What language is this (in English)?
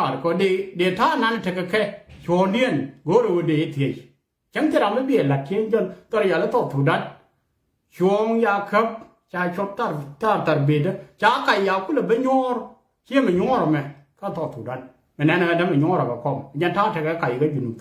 Nuer